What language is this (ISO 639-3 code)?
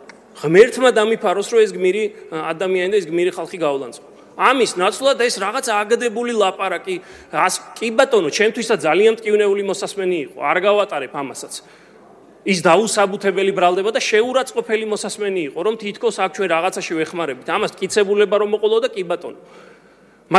kat